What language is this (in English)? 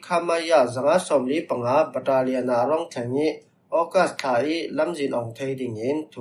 Falam Chin